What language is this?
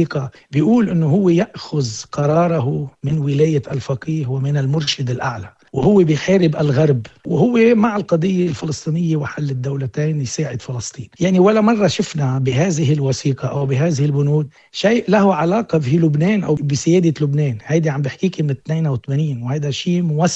North Levantine Arabic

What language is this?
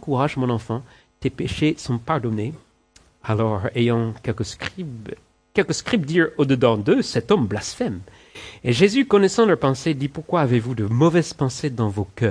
French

